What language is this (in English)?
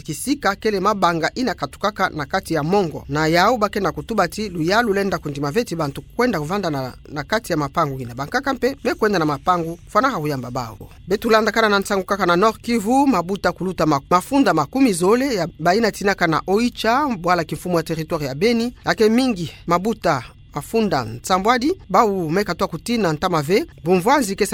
Kituba (Democratic Republic of Congo)